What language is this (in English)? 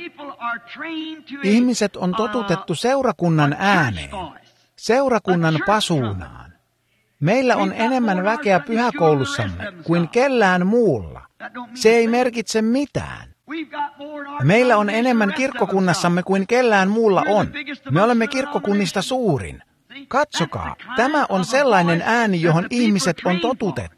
Finnish